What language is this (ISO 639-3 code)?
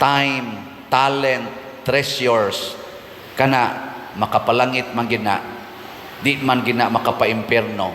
ceb